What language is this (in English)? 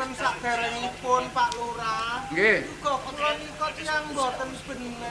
Javanese